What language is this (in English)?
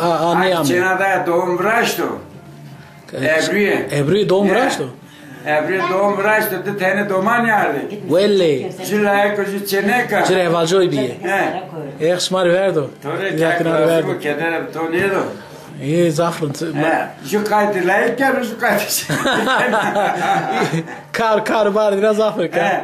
Zaza